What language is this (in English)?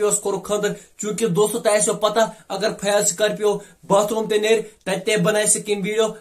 Kashmiri